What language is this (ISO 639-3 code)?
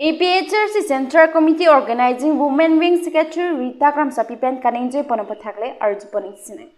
mjw